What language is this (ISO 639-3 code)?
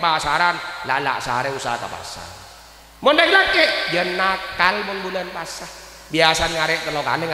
mad